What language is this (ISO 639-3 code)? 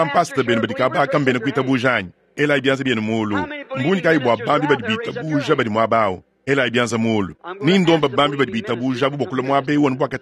lua